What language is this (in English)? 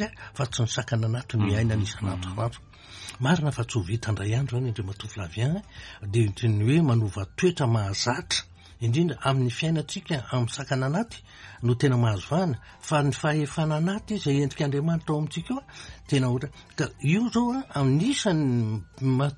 Malagasy